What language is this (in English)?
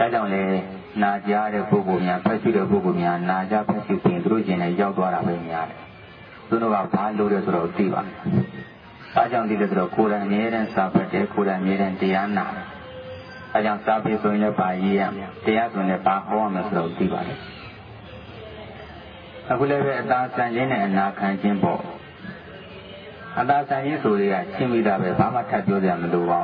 Burmese